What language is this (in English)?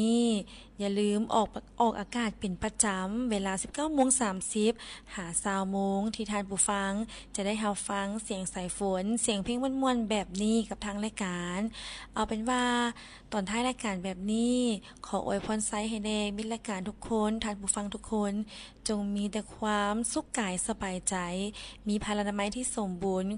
Lao